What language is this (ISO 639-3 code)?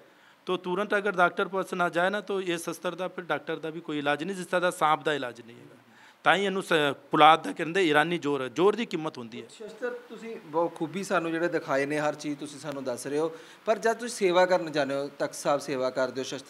pan